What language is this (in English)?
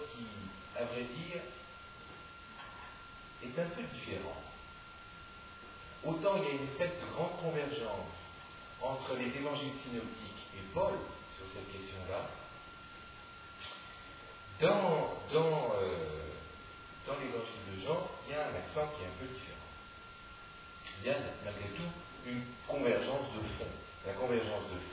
French